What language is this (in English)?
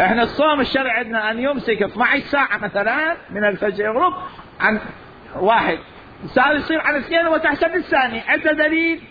Mesopotamian Arabic